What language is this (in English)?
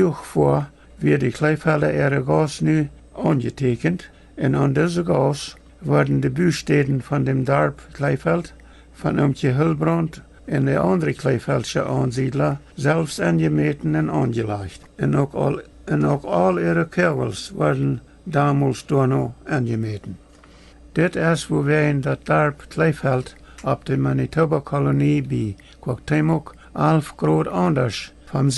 Plautdietsch